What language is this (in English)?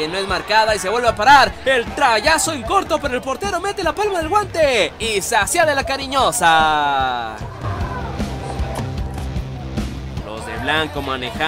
Spanish